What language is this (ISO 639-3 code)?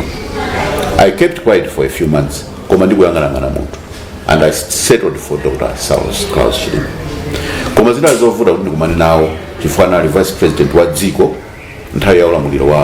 nya